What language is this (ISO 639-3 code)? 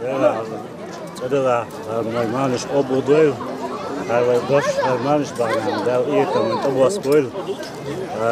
che